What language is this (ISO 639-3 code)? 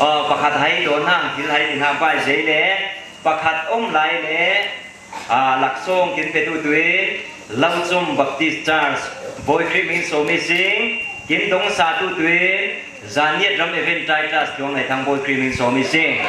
cfm